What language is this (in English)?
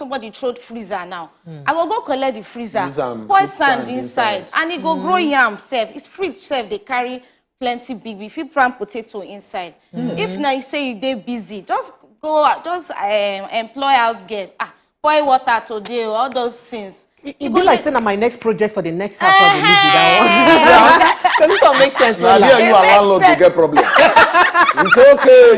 Nigerian Pidgin